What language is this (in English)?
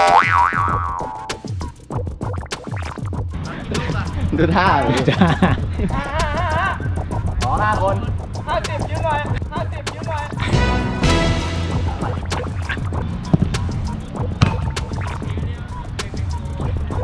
Thai